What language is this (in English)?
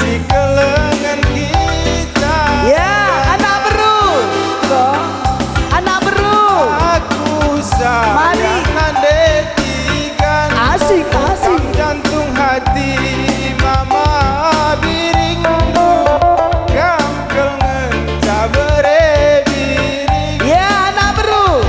Batak Karo